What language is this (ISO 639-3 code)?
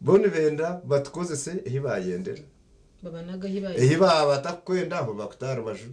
nyn